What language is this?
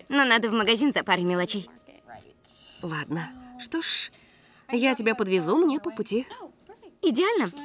Russian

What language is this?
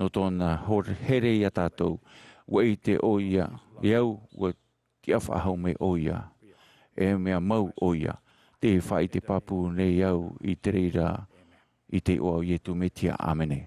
Tahitian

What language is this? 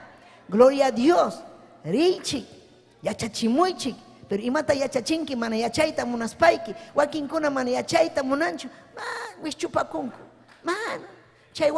Ayacucho Quechua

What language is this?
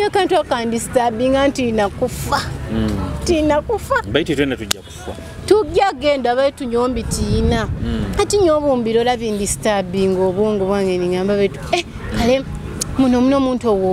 Nyoro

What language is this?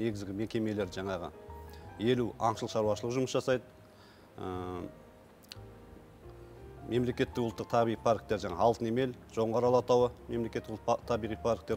Kazakh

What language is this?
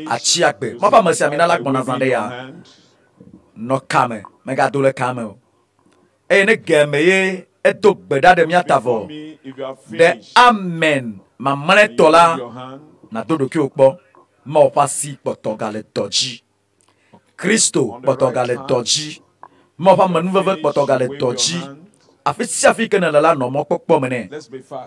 Ewe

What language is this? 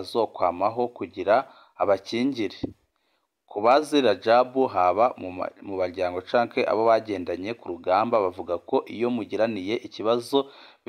Rundi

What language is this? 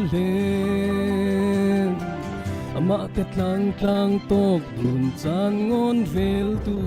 Falam Chin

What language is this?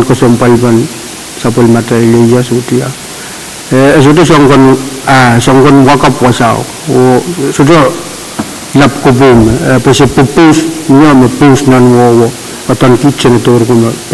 Pohnpeian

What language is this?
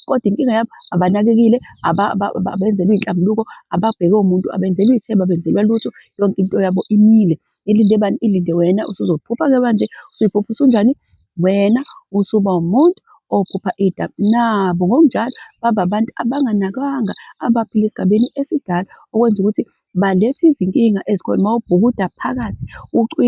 Zulu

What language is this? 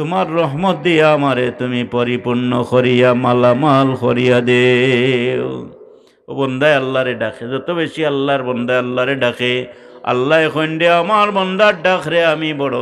Sylheti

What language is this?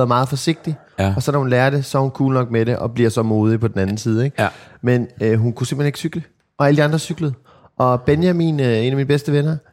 Danish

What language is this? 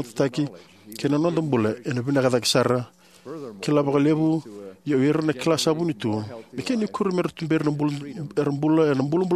Fijian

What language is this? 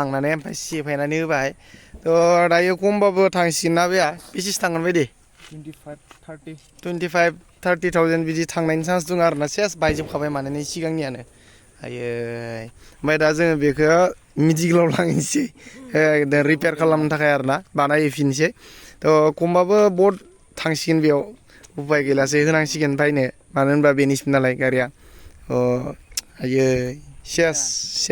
Bodo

